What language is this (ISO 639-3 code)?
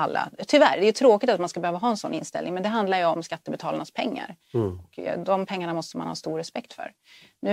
swe